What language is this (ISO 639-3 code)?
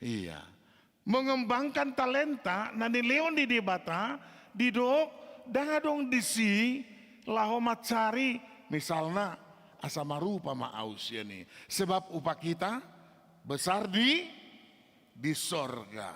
bbc